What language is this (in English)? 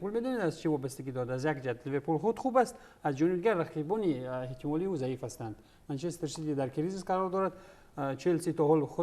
Tajik